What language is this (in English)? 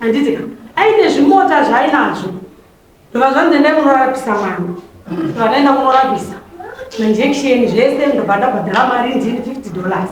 Shona